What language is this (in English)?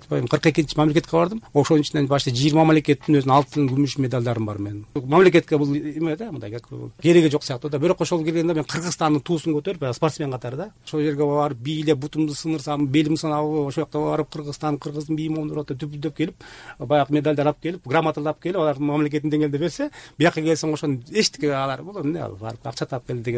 Kyrgyz